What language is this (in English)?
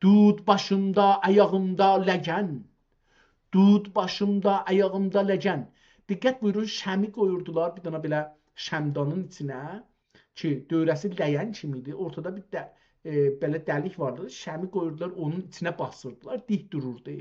South Azerbaijani